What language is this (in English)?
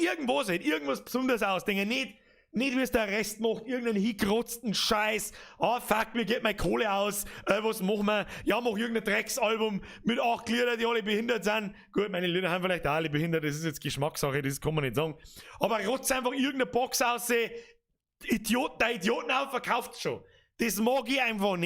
Bavarian